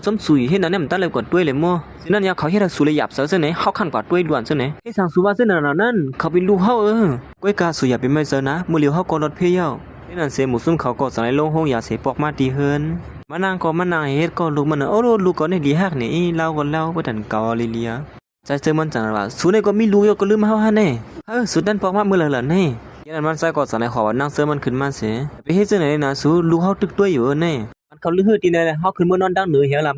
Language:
Shan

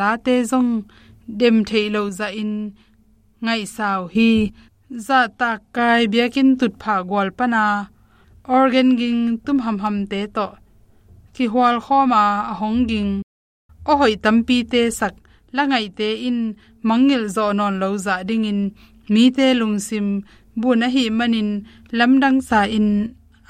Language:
Tedim Chin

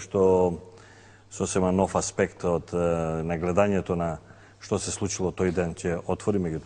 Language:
Macedonian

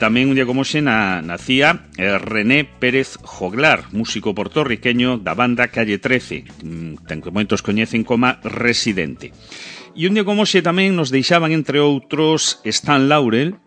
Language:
Galician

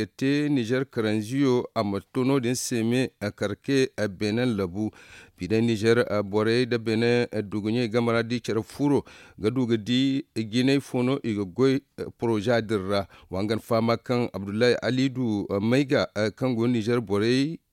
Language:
Zarma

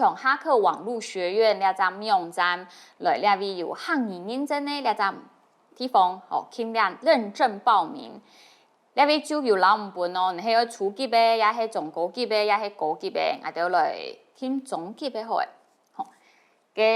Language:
Hakka Chinese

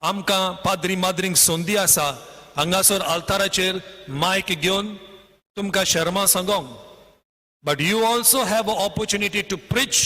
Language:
Konkani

